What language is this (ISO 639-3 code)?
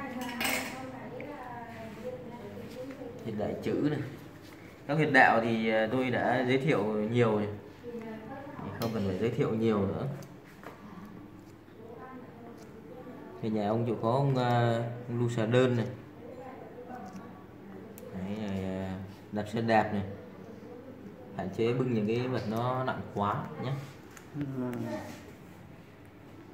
vie